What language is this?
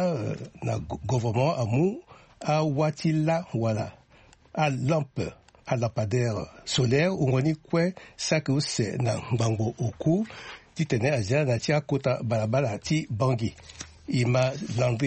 Sango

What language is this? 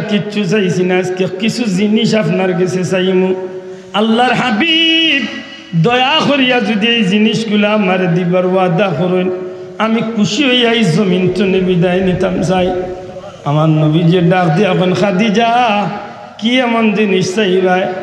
Sylheti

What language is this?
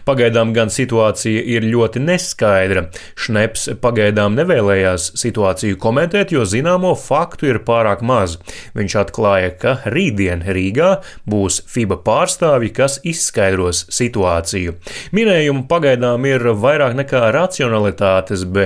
Latvian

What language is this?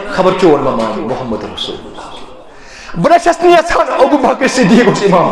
Kashmiri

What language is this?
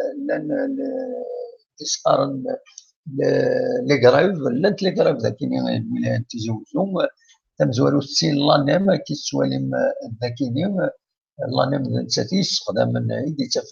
Kabyle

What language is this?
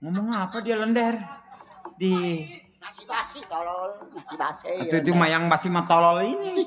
Betawi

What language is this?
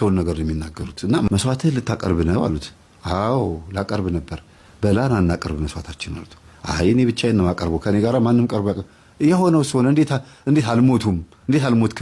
Amharic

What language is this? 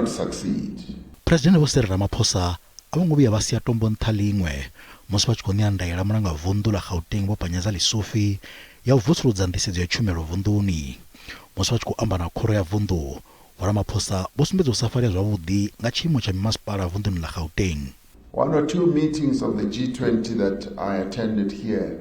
Venda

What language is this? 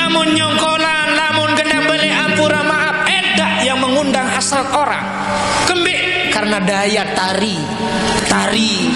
Sasak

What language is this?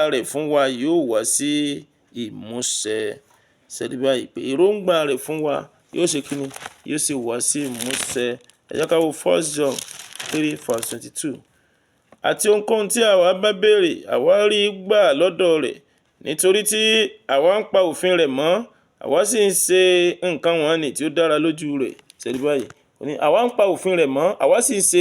Yoruba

